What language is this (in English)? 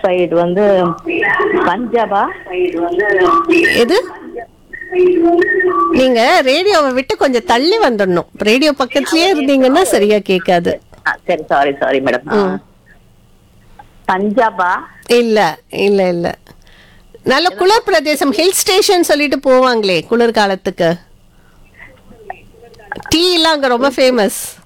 Tamil